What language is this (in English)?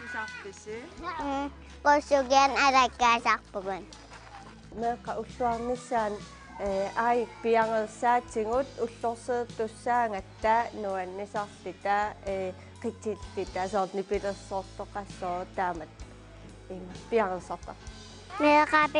Kalaallisut